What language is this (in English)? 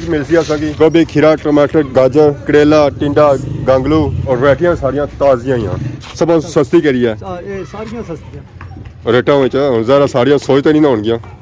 Pahari-Potwari